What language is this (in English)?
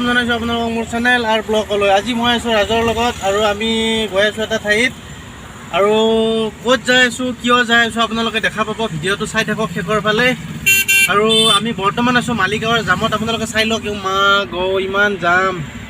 Assamese